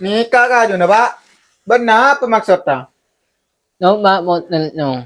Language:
Madurese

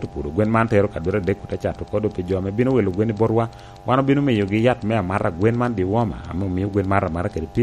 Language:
Lango (Uganda)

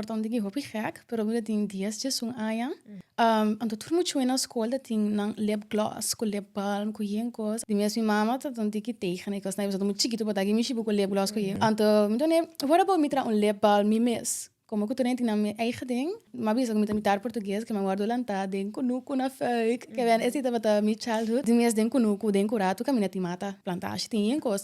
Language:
Papiamento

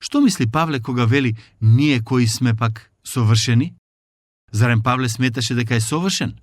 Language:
Macedonian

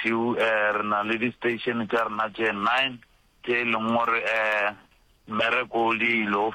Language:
Northern Sotho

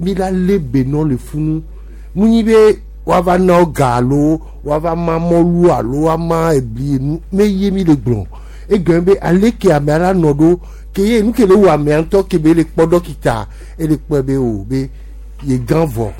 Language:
Gen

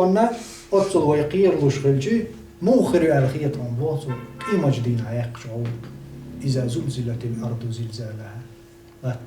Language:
Chechen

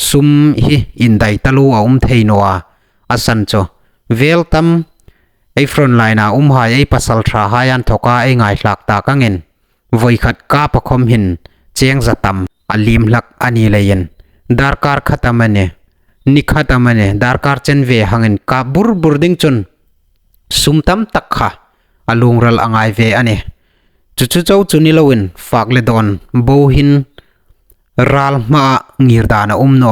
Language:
Hmar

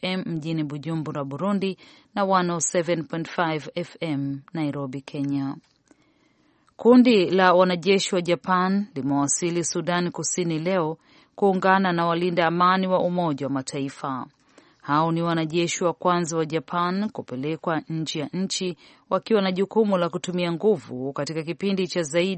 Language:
Swahili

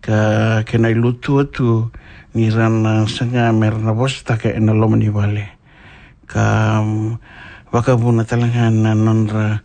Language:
Fijian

